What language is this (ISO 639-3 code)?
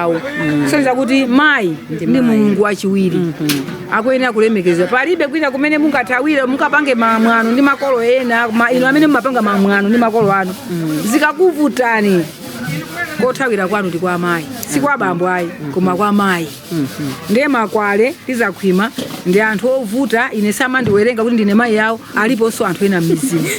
nya